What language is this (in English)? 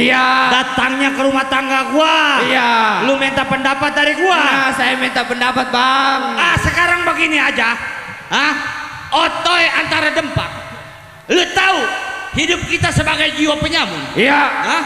Betawi